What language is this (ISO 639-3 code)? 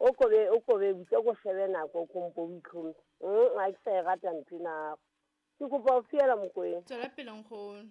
sot